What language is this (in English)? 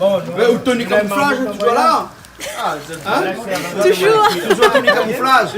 Réunion Creole French